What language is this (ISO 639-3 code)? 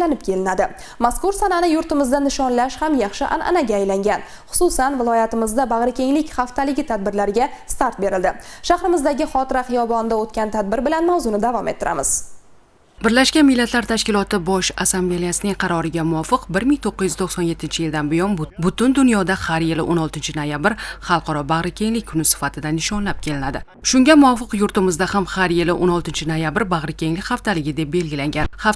uzb